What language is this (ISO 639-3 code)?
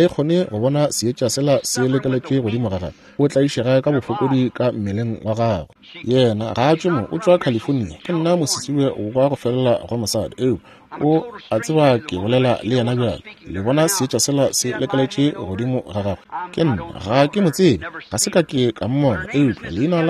nso